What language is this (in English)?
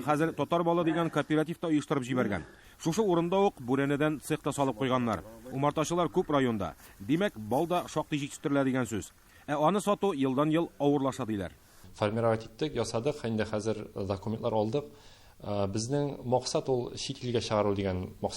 Tatar